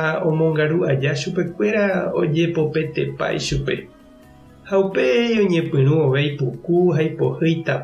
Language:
Guarani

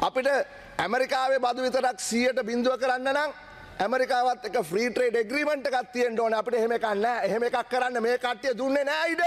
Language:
Sinhala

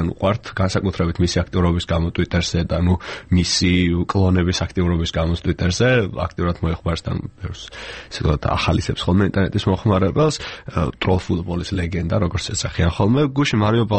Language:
Georgian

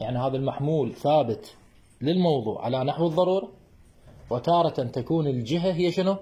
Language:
Mesopotamian Arabic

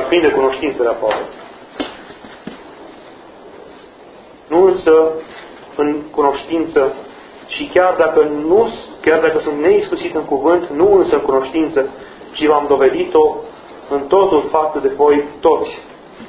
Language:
Romanian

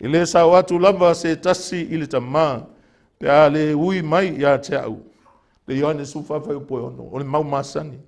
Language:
Samoan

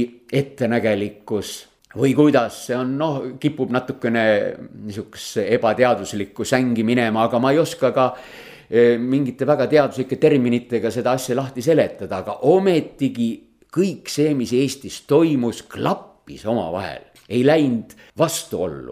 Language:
Estonian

